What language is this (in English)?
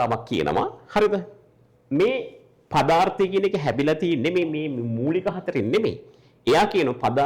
Sinhala